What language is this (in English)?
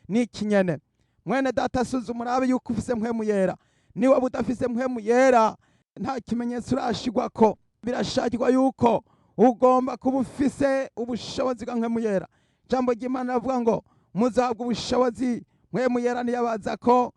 Rundi